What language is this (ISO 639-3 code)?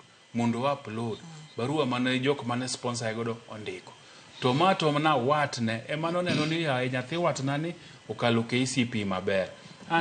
luo